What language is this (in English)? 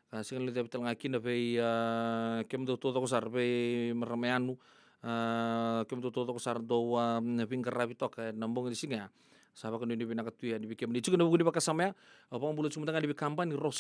Fijian